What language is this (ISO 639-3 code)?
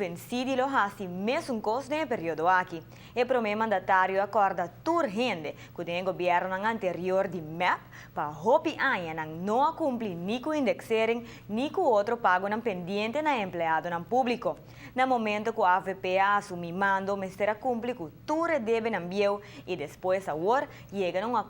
pap